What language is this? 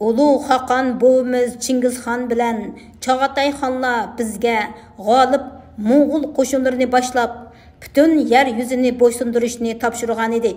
Uyghur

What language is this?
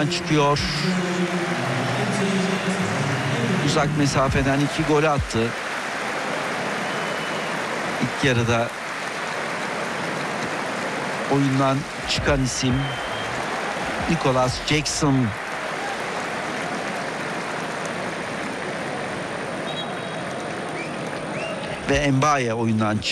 Turkish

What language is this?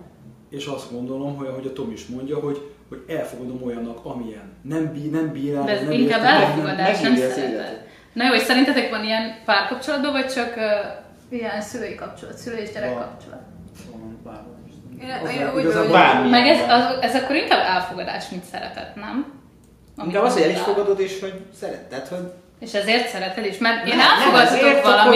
Hungarian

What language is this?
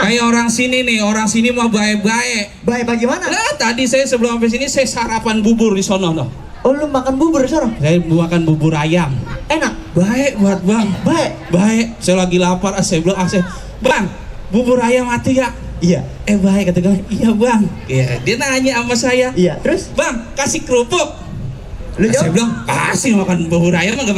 Betawi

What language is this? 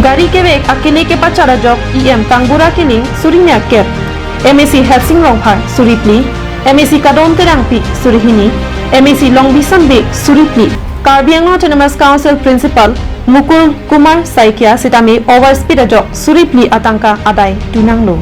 Karbi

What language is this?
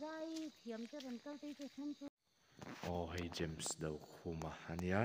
Mizo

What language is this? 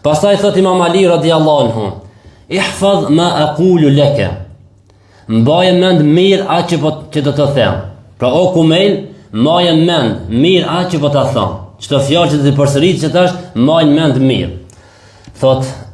Albanian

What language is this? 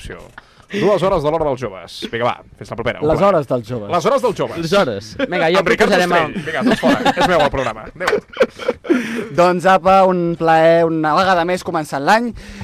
Catalan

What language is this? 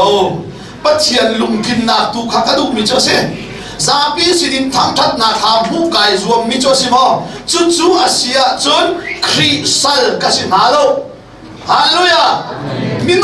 Hakha Chin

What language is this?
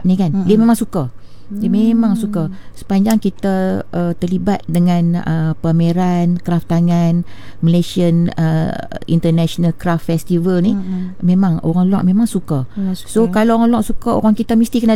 Malay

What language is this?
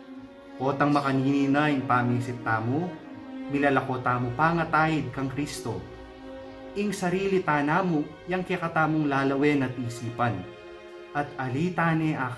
Pampanga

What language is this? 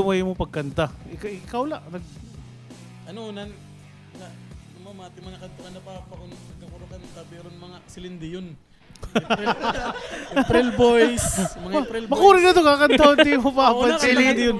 Waray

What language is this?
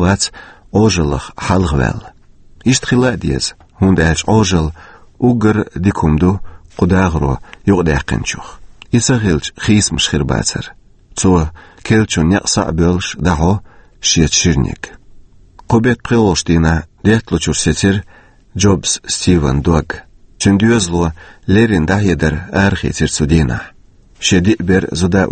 Chechen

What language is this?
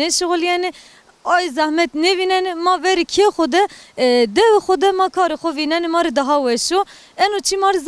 Zaza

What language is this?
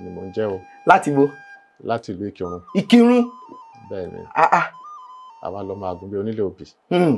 Yoruba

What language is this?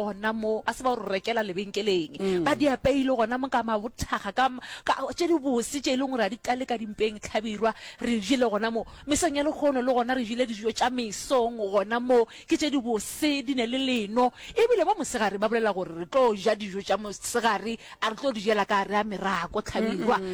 Northern Sotho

